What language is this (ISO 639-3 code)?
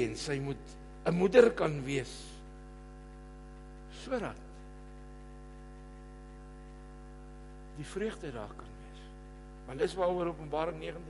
afr